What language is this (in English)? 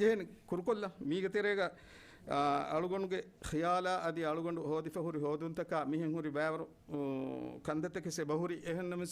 Divehi